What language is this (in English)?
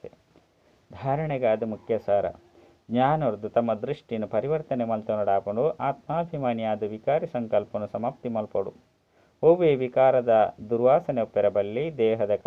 Tulu